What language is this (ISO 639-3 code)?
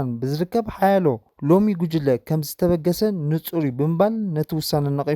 tir